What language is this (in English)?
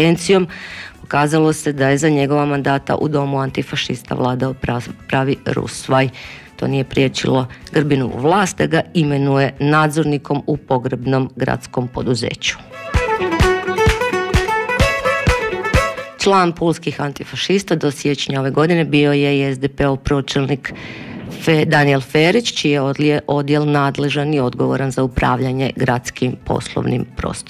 Croatian